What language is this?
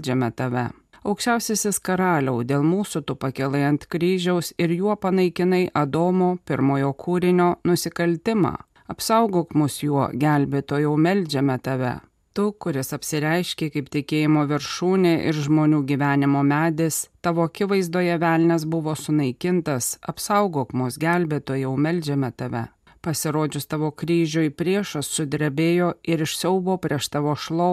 Lithuanian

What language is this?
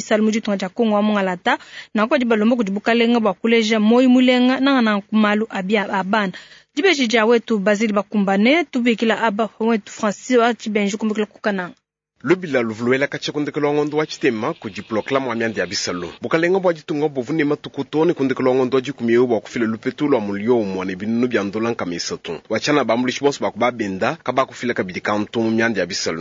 Luba-Lulua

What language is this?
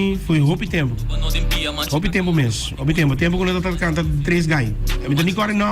Papiamento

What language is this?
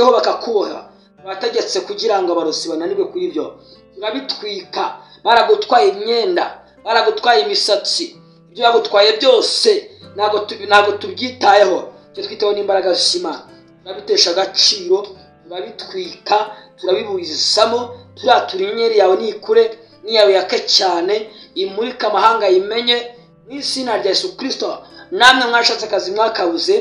Kinyarwanda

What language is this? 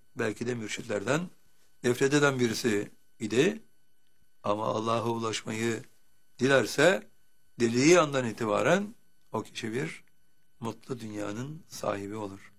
Turkish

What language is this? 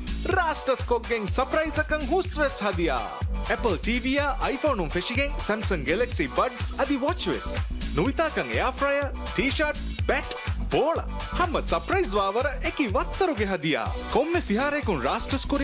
Divehi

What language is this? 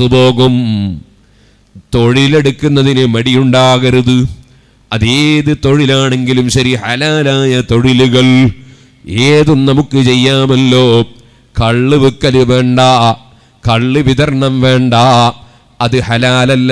Malayalam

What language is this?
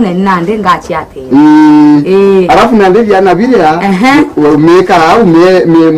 Meru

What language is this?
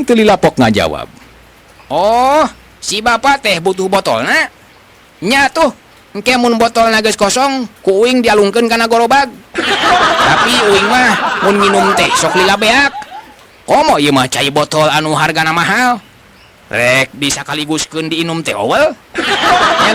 Sundanese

